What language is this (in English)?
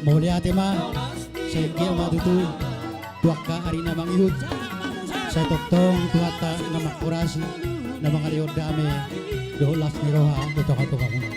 Batak Toba